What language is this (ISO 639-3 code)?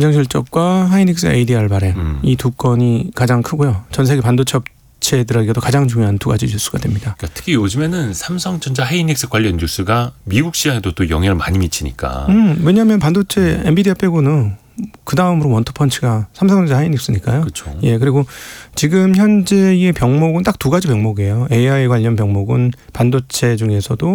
kor